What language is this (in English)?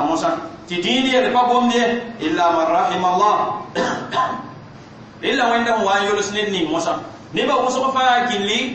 Mossi